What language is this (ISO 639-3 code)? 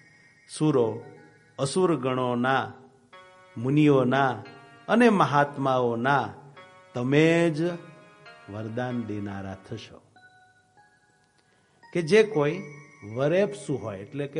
guj